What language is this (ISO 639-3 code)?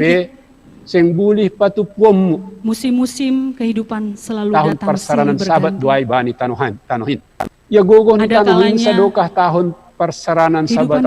bts